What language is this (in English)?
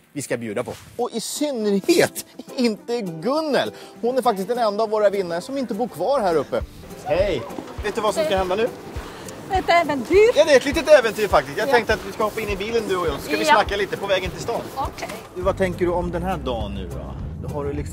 Swedish